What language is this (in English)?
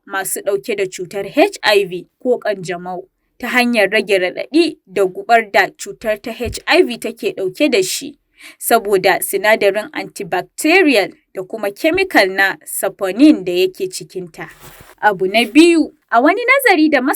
Hausa